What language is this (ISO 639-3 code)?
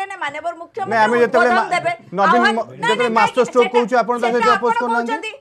ori